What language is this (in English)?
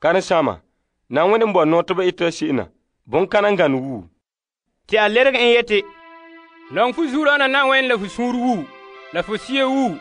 Frafra